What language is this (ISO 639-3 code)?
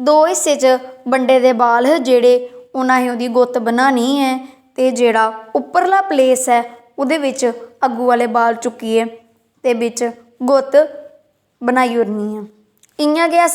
doi